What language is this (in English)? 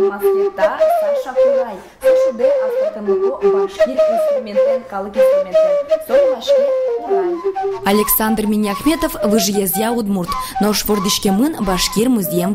Udmurt